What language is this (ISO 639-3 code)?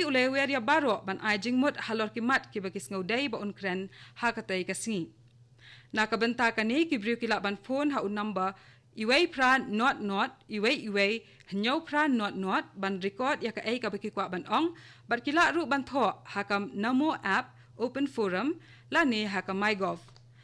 kha